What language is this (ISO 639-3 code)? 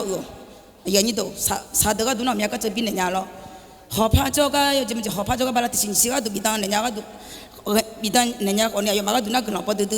ahk